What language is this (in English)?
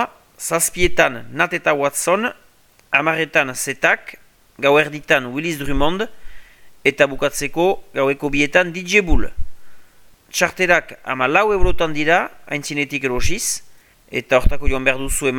Basque